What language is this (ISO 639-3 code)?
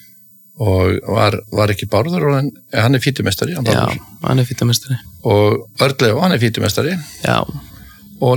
isl